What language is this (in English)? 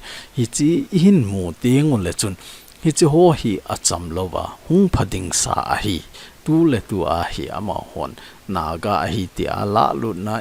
Thado Chin